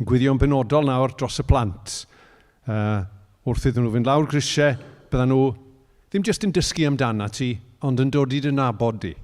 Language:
Welsh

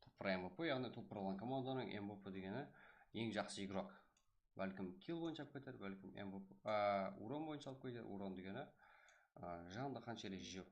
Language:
Kara-Kalpak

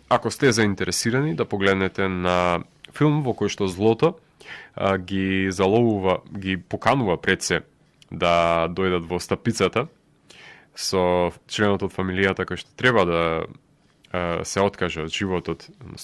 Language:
Macedonian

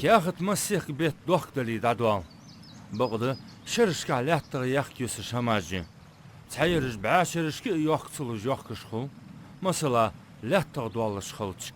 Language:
Ingush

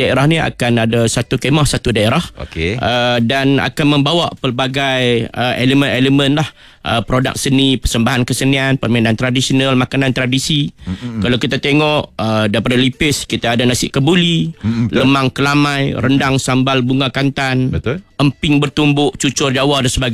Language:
Malay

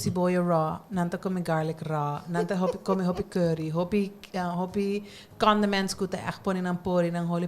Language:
Papiamento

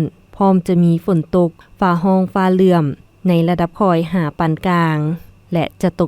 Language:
Lao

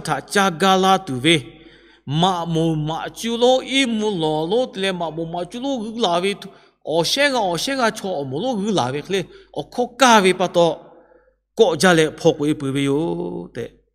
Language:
Lahu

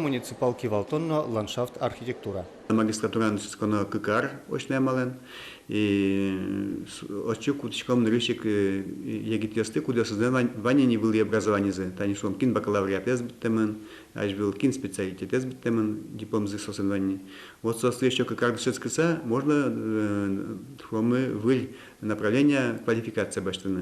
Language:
Udmurt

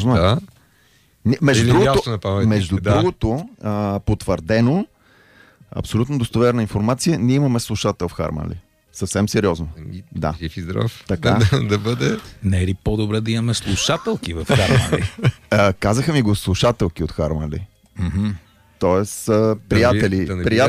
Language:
Bulgarian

